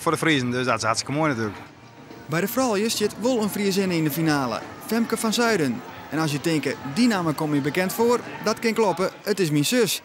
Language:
Western Frisian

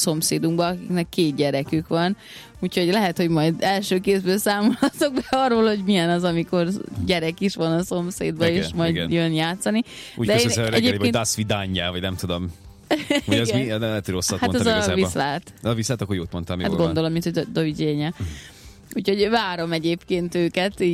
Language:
Hungarian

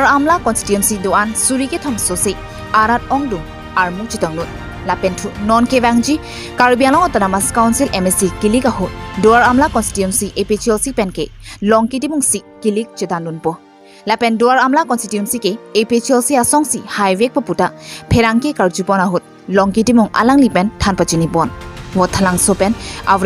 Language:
Karbi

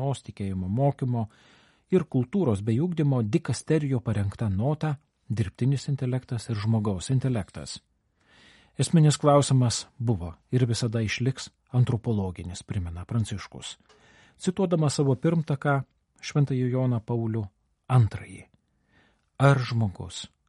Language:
Lithuanian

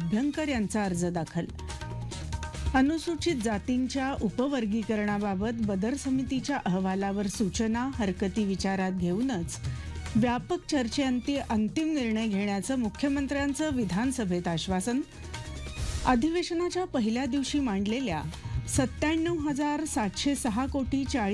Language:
Marathi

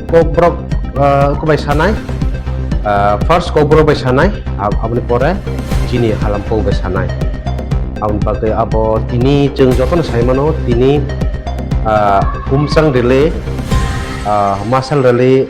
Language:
Kok Borok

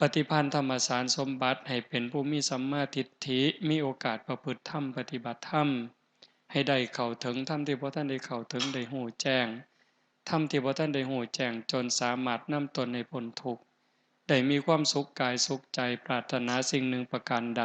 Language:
Northeastern Thai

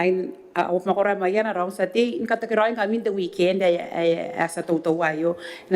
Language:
Gilbertese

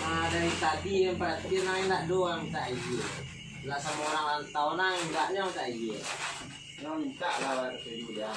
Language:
Minangkabau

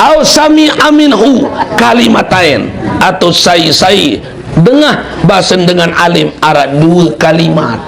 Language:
Sasak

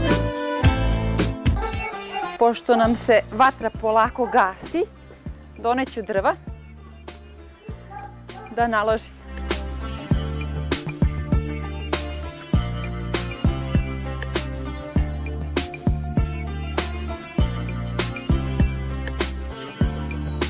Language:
Serbian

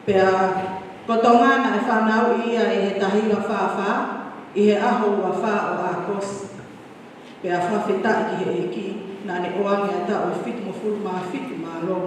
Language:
Tongan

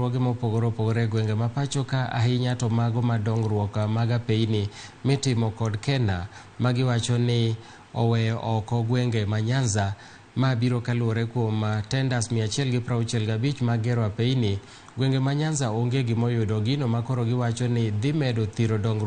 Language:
Luo (Kenya and Tanzania)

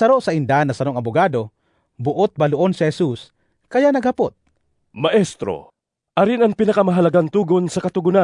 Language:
Bikol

